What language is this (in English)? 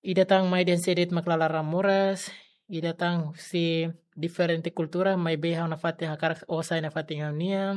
Tetum